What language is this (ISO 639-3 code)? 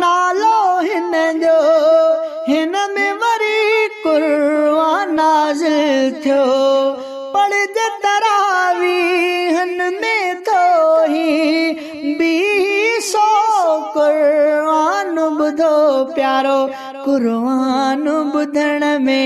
snd